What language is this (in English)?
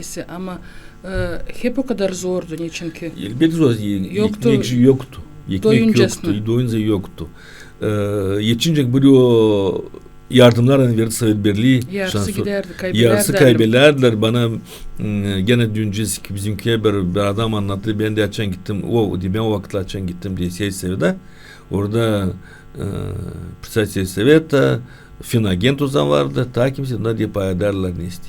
Gagauz